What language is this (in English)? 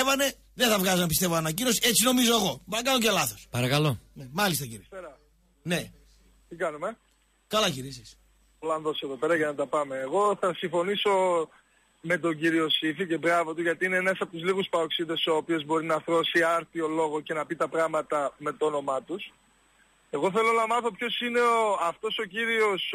Greek